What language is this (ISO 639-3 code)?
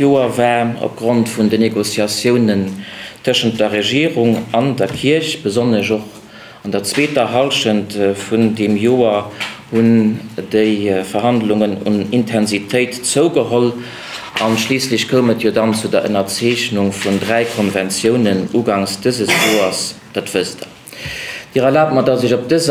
ltz